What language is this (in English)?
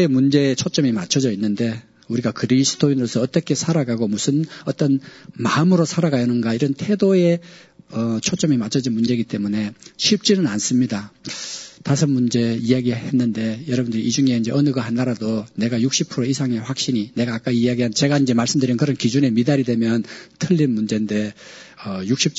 Korean